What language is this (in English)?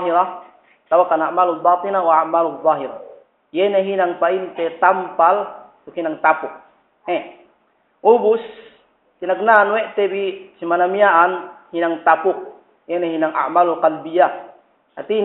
Yakan